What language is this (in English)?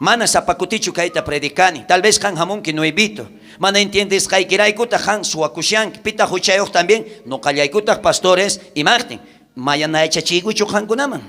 South Bolivian Quechua